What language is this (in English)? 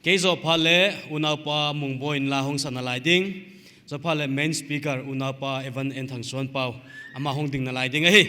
Paite Chin